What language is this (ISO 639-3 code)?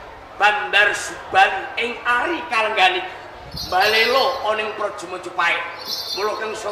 jav